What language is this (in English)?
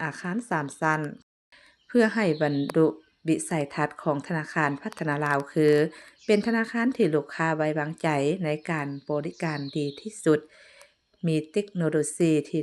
Lao